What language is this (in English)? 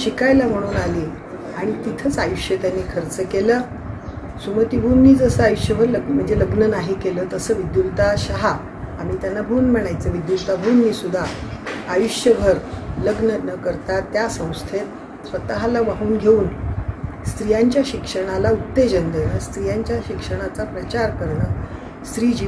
Marathi